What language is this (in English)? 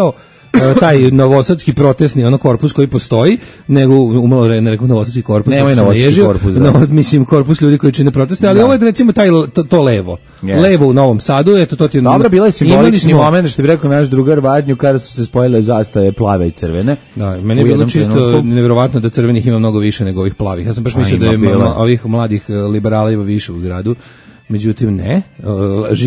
Serbian